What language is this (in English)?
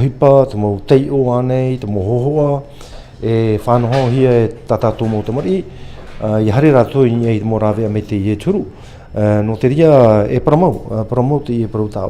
Tahitian